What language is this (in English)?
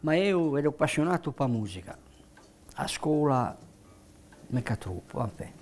Corsican